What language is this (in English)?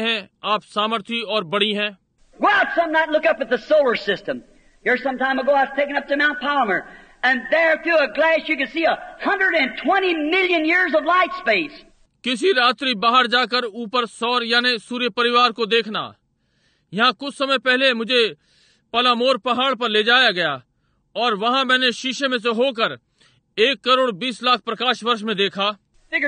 Hindi